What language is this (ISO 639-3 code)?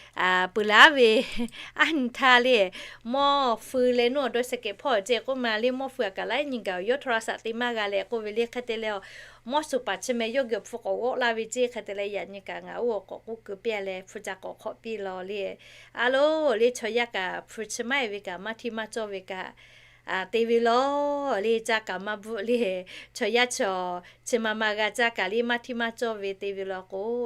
lhu